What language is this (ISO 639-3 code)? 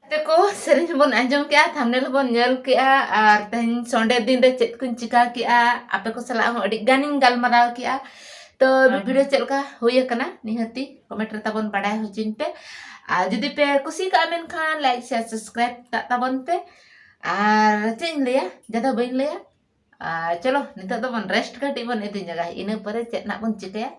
sat